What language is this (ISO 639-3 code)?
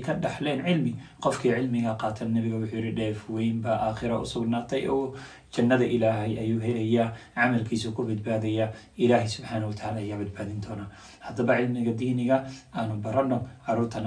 som